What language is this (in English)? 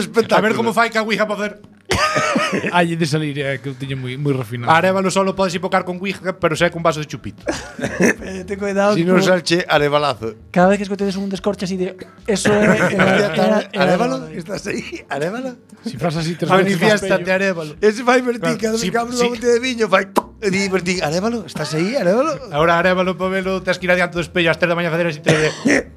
Galician